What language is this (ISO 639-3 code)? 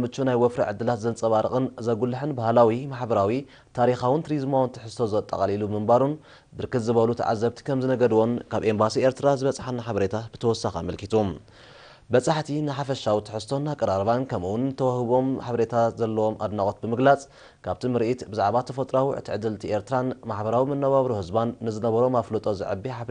tir